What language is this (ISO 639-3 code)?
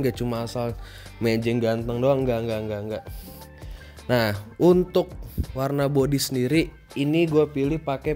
ind